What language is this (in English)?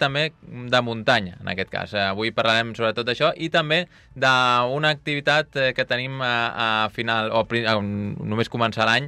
Catalan